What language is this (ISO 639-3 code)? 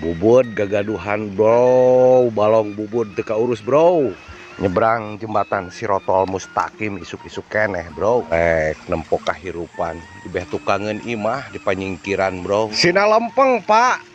sun